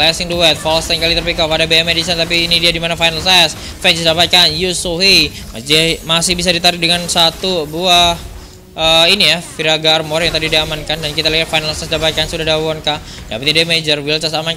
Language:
Indonesian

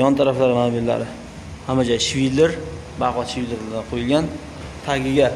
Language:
Uzbek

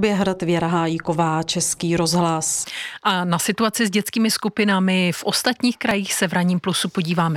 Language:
Czech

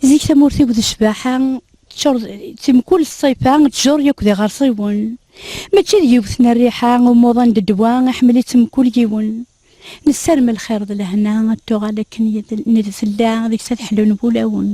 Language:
Kabyle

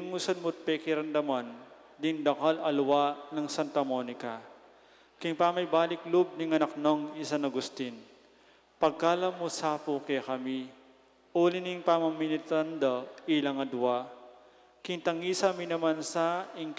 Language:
Pampanga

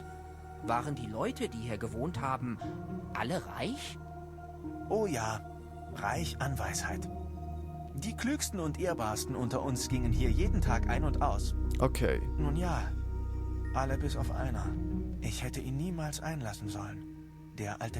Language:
Swiss German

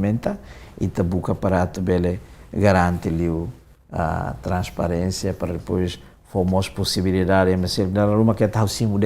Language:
Tetum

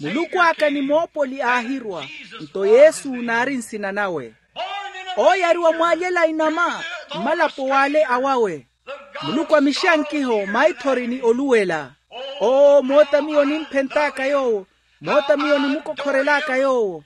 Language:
Makhuwa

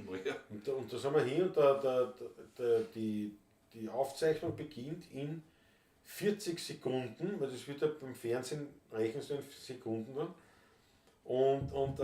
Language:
Bavarian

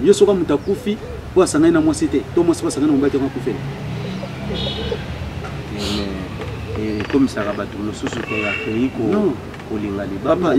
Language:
Lingala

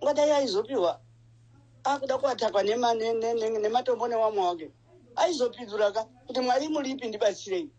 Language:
Shona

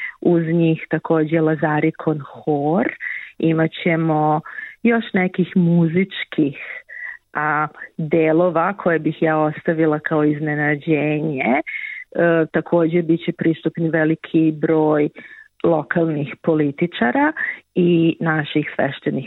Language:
Serbian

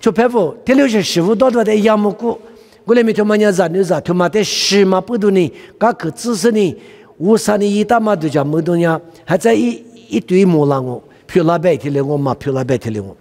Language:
Lisu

